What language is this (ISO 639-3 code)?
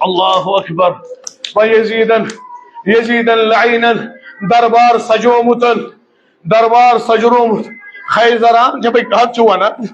kas